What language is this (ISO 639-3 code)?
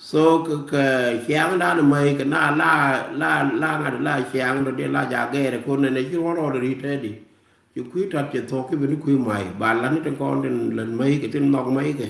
nus